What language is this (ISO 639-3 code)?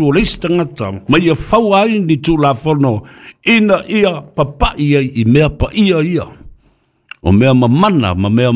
smo